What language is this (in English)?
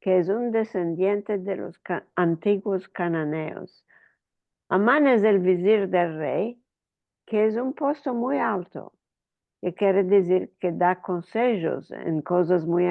Ladino